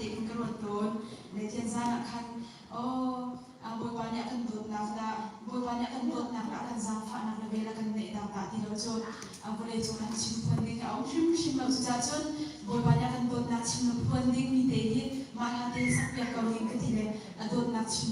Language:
Hakha Chin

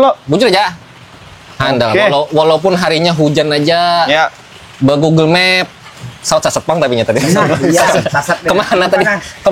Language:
Banjar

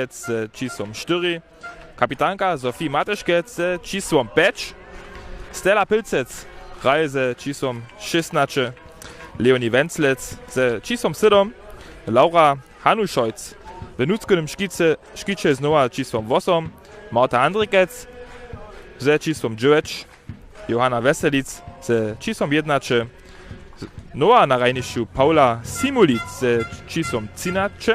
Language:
Upper Sorbian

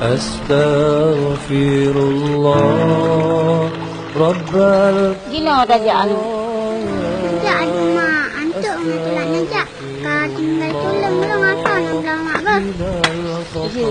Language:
Achinese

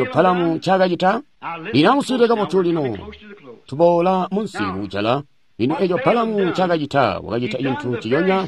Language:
Tonga (Zambia)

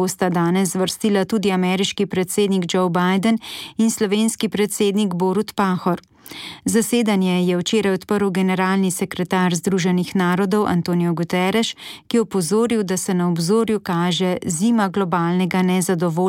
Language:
Slovenian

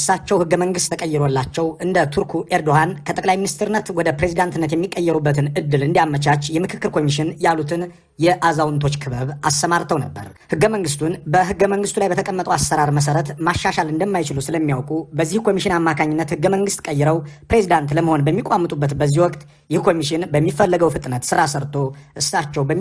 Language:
Amharic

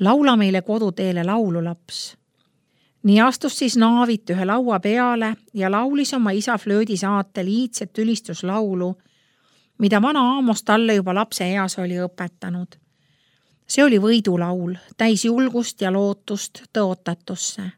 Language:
Estonian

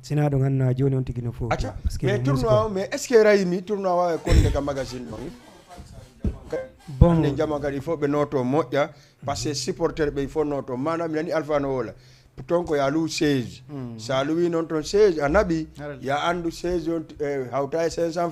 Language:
Fula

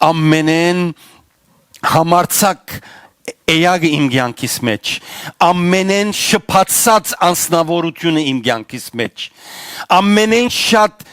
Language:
Western Armenian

